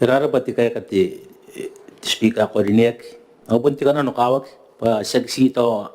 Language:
Gilbertese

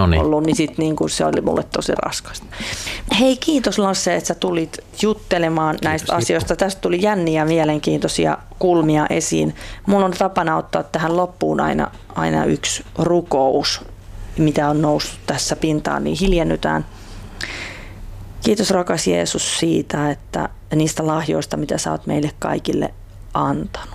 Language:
Finnish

